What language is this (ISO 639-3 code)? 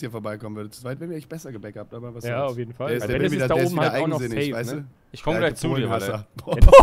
deu